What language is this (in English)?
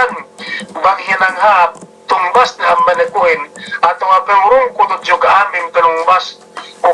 Yakan